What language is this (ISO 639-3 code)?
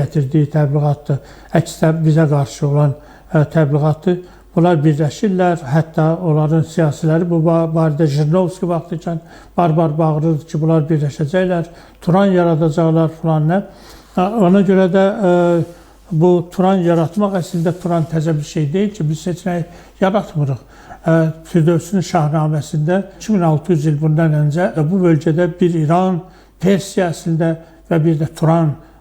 aze